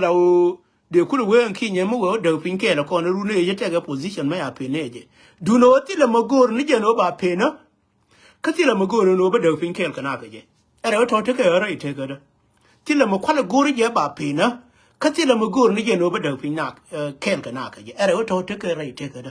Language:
Nuer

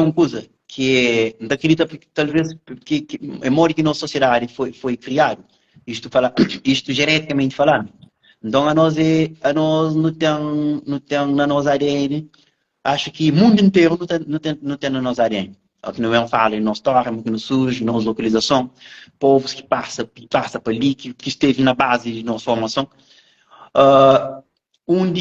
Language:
Kabuverdianu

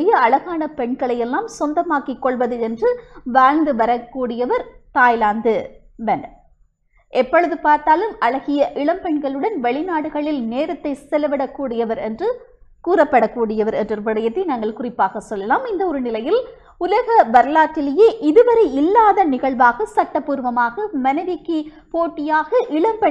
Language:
Tamil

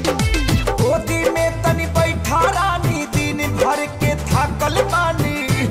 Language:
Bhojpuri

